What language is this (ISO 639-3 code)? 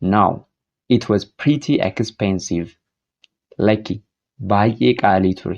orm